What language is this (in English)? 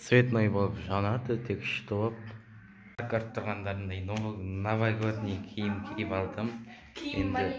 Kazakh